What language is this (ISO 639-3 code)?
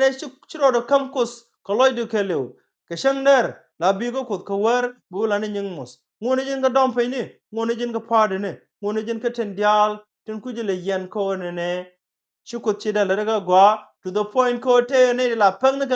nus